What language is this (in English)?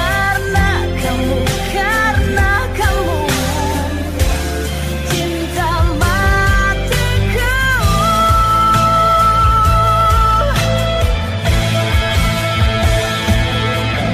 Indonesian